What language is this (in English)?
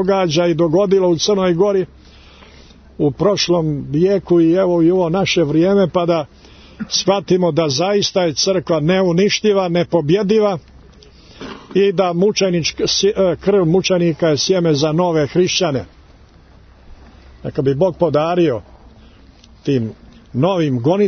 Serbian